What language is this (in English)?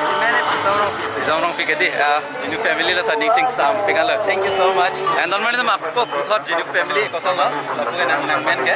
Karbi